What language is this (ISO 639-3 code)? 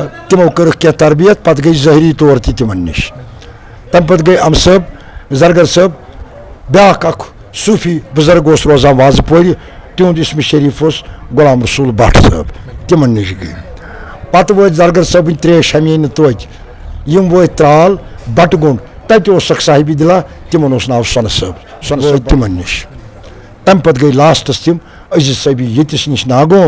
kas